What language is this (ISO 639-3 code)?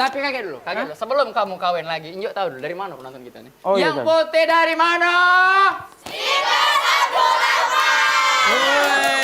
mui